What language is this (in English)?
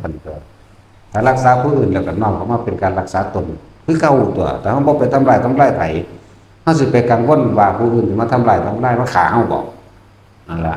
Northeastern Thai